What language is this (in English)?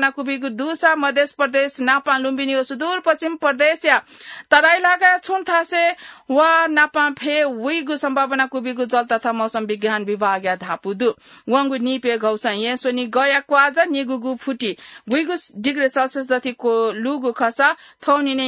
Newari